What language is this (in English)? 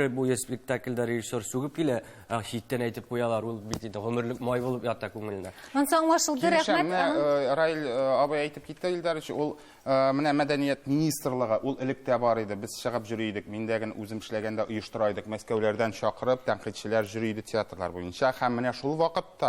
Tatar